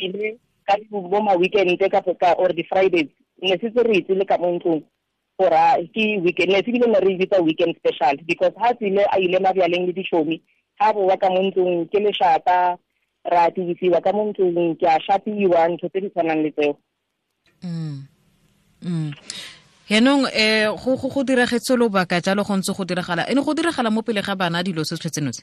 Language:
Tswana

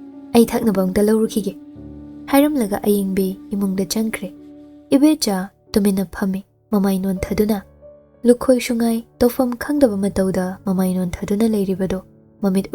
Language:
Manipuri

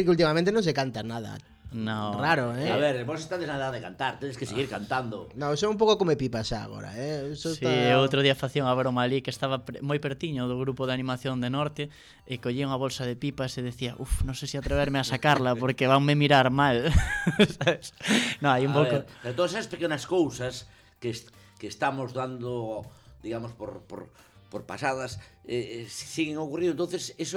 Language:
Galician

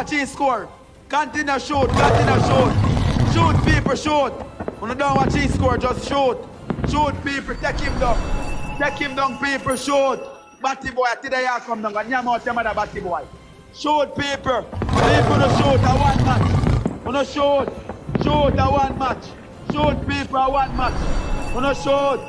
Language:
Jamaican Creole English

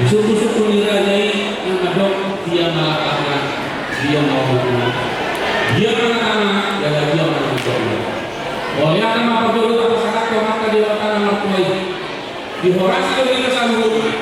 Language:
Batak Toba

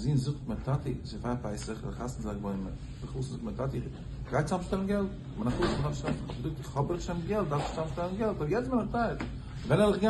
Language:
Yiddish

